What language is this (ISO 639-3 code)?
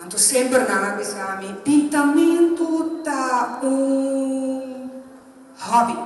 pap